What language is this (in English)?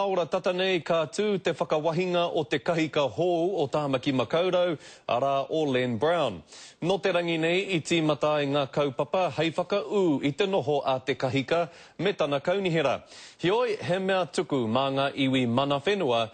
Māori